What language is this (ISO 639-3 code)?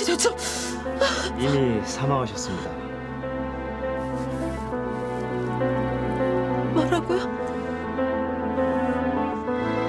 kor